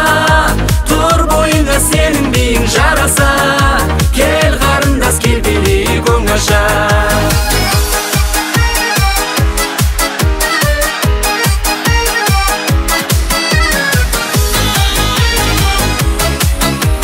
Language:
Kazakh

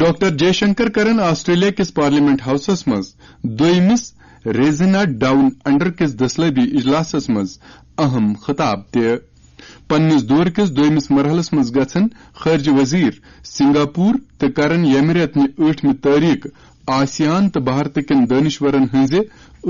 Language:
Kashmiri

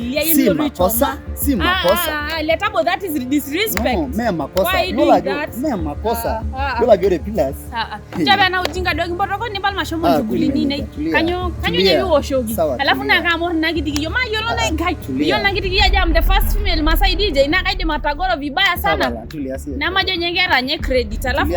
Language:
Masai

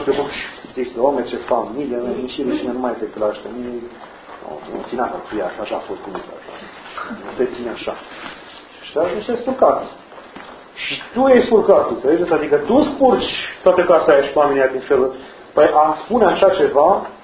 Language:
Romanian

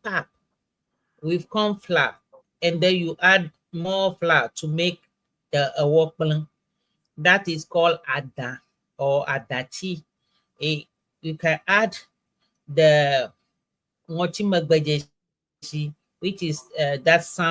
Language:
Ewe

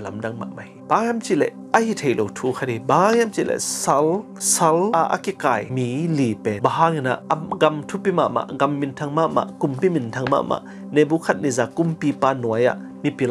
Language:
Tedim Chin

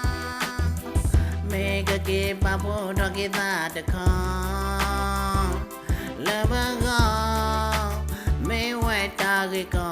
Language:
S'gaw Karen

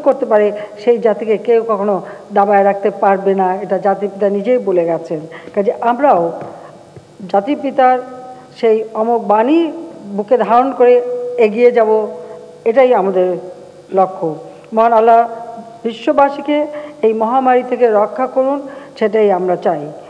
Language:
Bangla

